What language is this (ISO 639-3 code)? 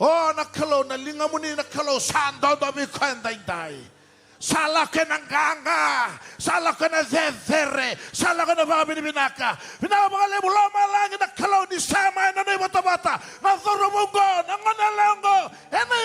fij